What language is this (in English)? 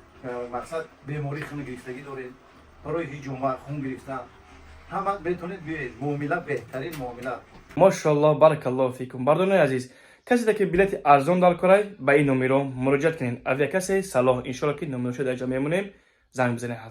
Tajik